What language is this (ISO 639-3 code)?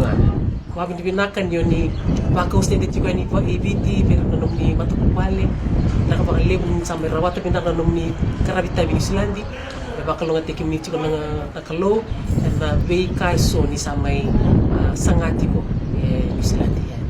fij